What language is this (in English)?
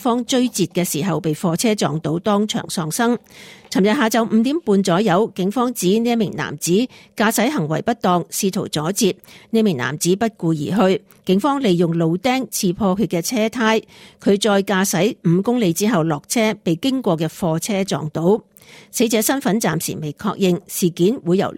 Cantonese